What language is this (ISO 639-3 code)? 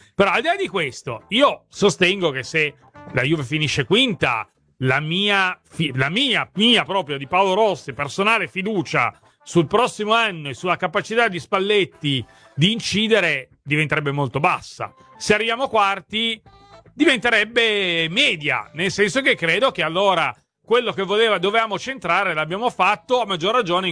ita